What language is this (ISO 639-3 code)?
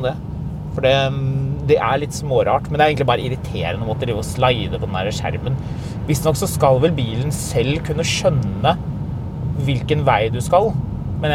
nor